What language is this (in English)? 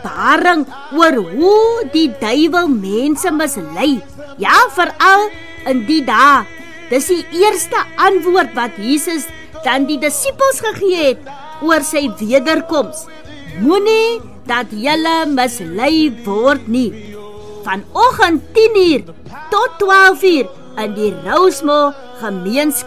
Afrikaans